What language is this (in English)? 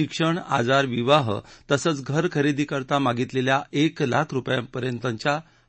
Marathi